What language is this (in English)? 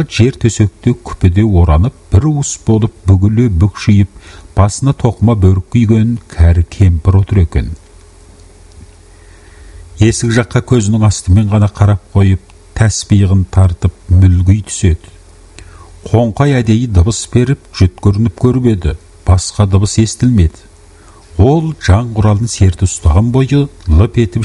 Kazakh